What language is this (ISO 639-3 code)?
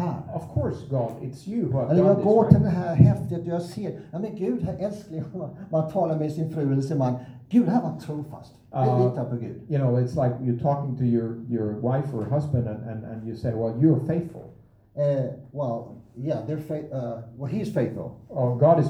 swe